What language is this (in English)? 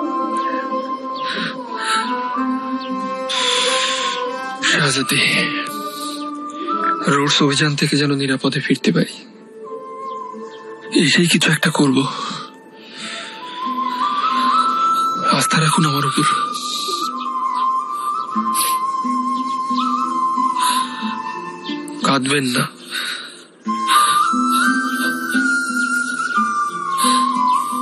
Bangla